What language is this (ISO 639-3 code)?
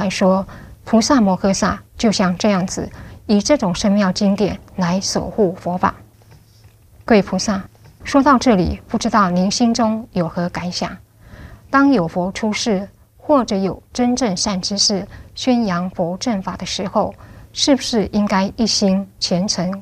zho